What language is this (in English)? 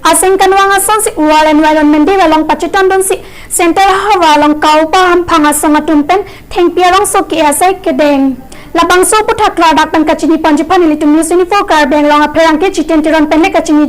Karbi